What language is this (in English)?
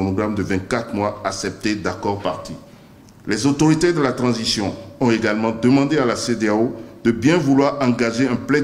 French